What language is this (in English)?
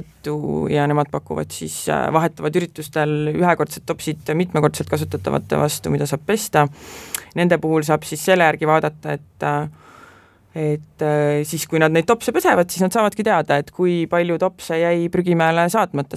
Estonian